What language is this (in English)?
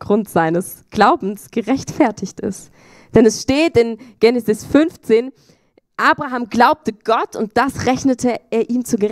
Swiss German